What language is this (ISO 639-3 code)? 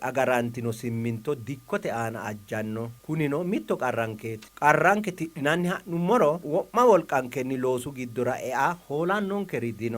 sid